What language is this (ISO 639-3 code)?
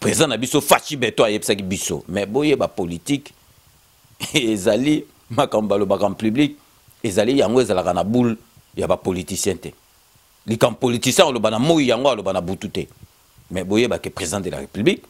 lin